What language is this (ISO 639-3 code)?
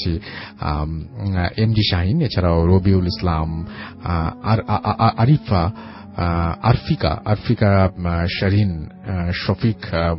ben